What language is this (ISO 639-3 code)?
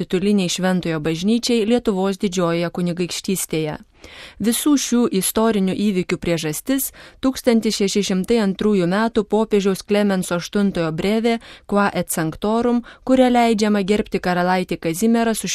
lit